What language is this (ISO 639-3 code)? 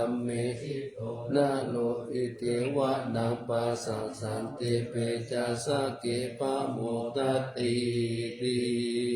pli